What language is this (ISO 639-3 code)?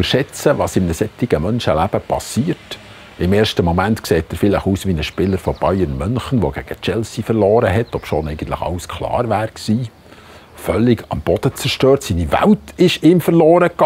gsw